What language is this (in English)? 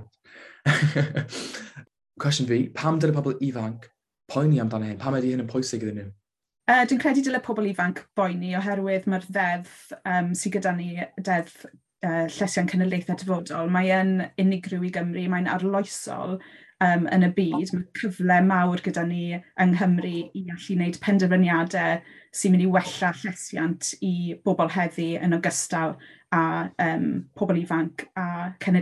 Welsh